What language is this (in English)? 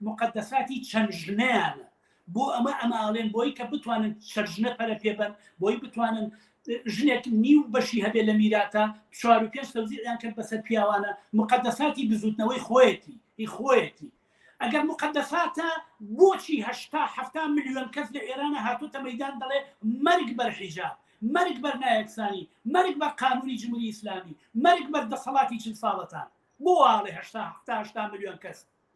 Central Kurdish